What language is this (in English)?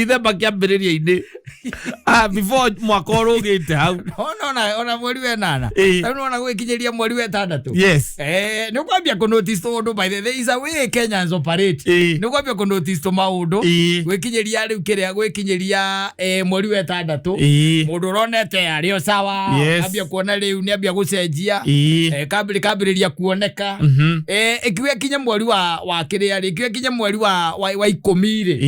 Kikuyu